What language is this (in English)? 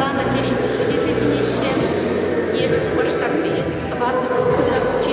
Chuvash